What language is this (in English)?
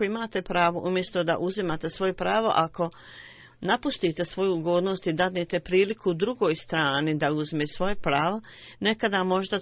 Bosnian